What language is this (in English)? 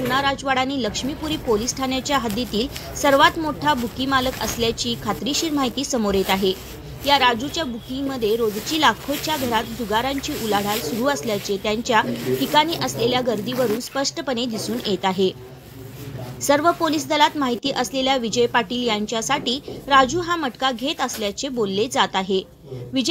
Marathi